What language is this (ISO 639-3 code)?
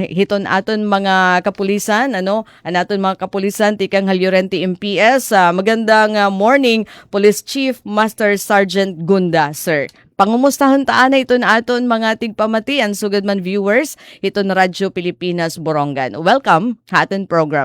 war